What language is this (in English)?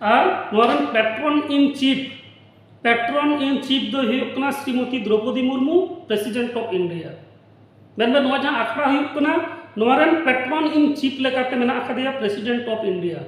Santali